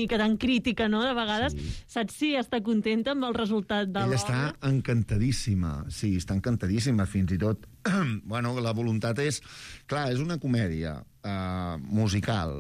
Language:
Catalan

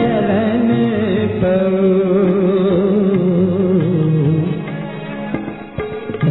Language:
Hindi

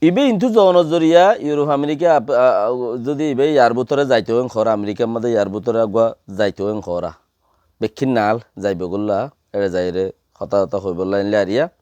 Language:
Rohingya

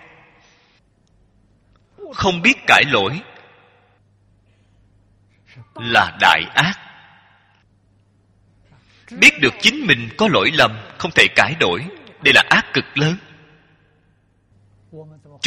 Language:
Vietnamese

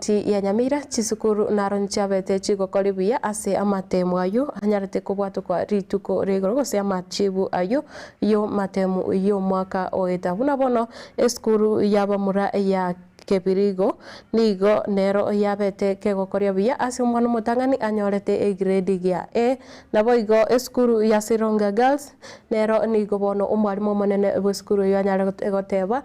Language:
Gusii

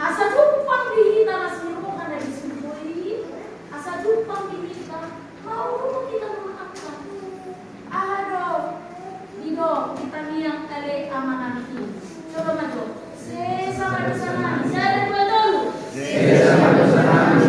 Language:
Batak Toba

